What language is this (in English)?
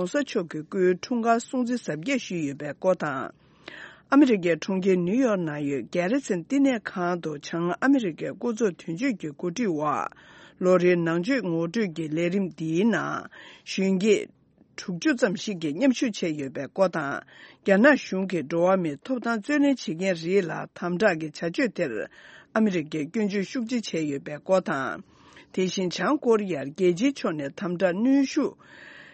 Tibetan